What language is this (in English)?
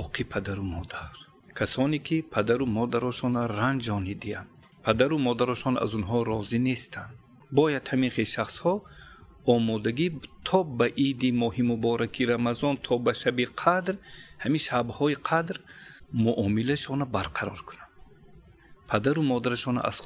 Tajik